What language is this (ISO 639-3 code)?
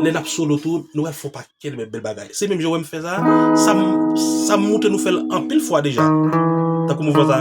hat